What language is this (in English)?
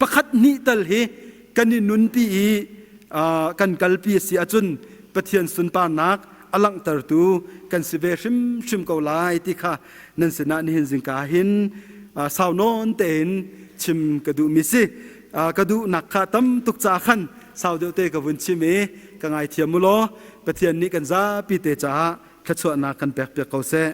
Hakha Chin